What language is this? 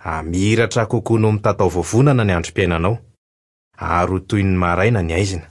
Malagasy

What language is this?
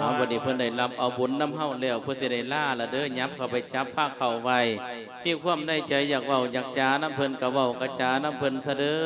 Lao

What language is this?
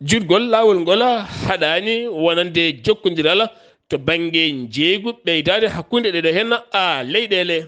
Fula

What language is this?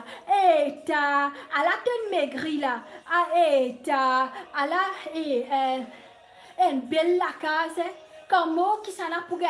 Morisyen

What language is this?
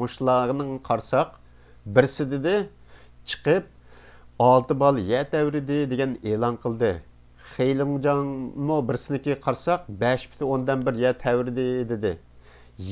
Uyghur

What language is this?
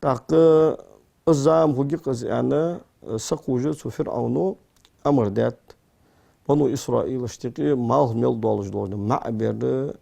Ingush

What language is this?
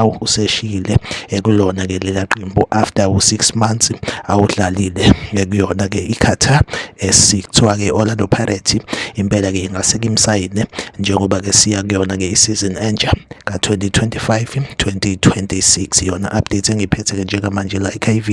Zulu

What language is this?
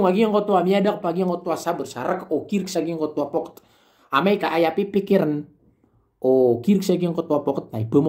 Maranao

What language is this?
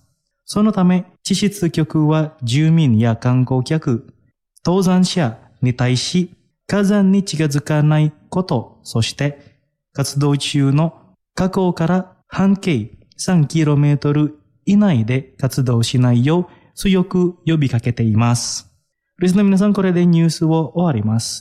Japanese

